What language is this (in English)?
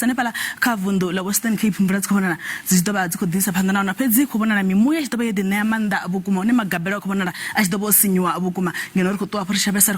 Venda